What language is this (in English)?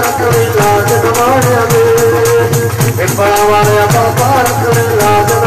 Punjabi